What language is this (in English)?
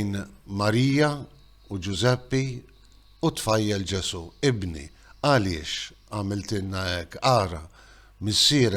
Maltese